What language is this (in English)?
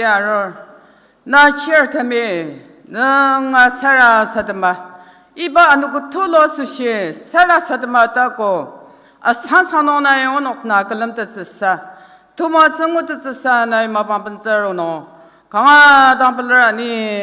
Ao Naga